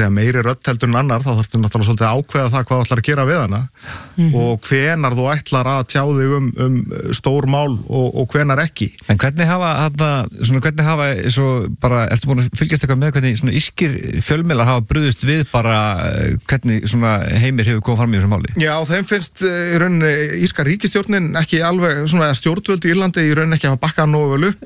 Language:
Icelandic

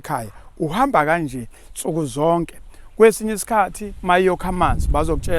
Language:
Zulu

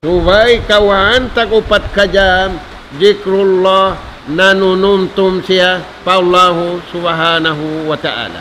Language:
Tausug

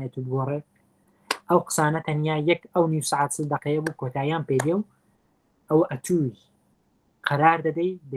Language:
Central Kurdish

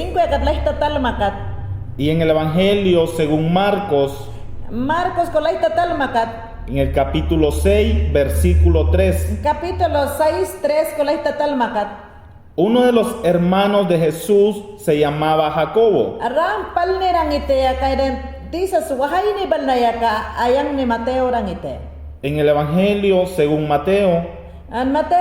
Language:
Mayangna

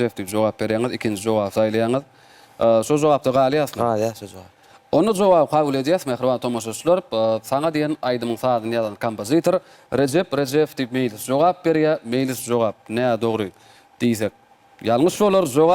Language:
Turkmen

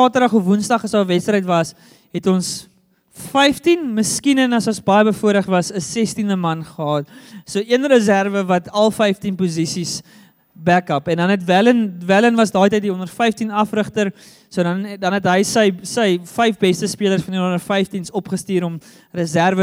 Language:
Afrikaans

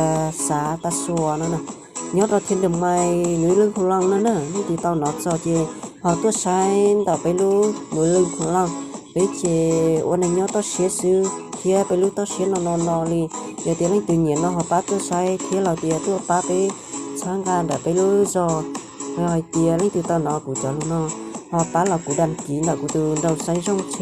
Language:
Hmong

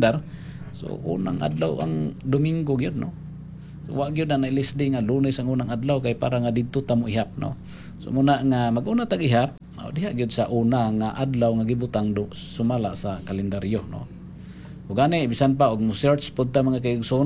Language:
Cebuano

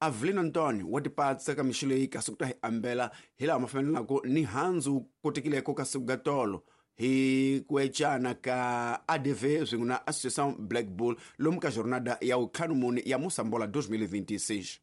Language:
Tsonga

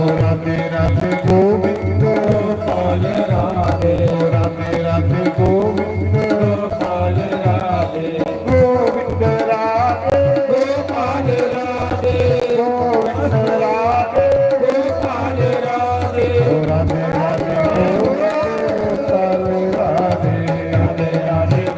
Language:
Dogri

